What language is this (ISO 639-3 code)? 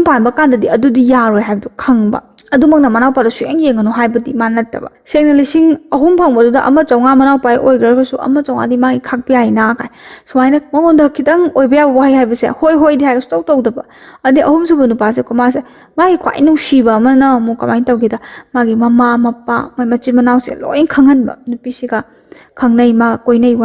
mni